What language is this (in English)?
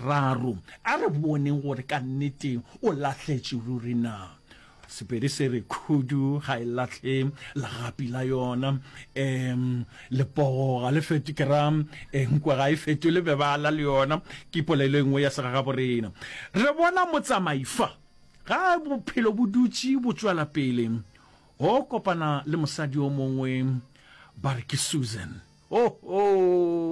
Northern Sotho